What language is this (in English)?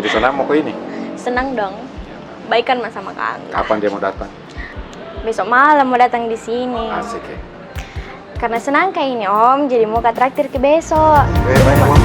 Makassar Malay